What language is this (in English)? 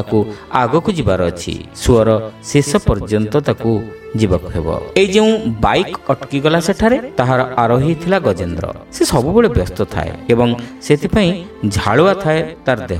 Odia